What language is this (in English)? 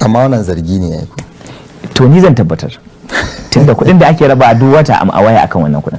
Hausa